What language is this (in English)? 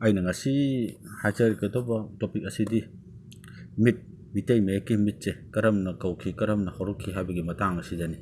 Manipuri